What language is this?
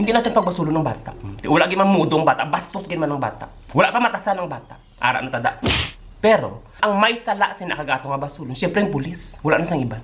Hiligaynon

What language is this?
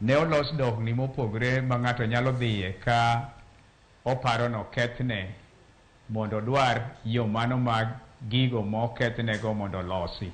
Luo (Kenya and Tanzania)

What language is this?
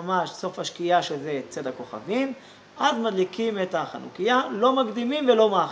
Hebrew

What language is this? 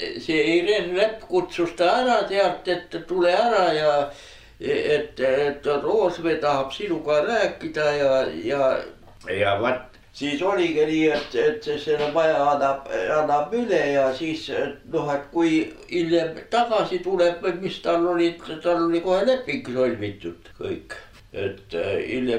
Estonian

